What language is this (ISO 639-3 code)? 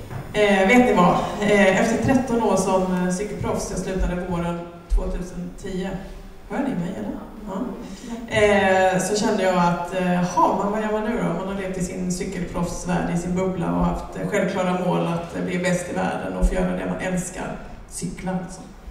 swe